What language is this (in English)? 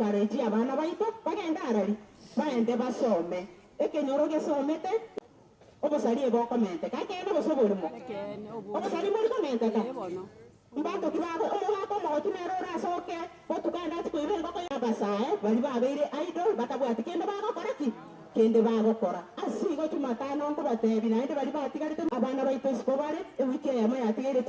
Gusii